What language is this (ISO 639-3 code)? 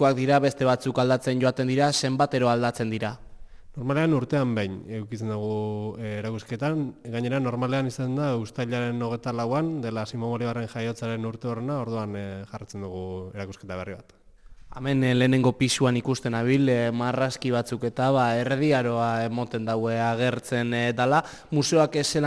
eus